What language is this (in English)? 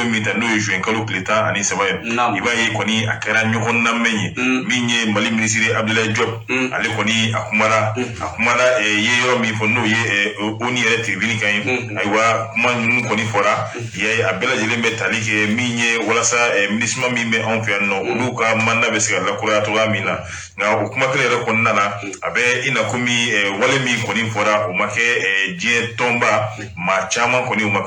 Bambara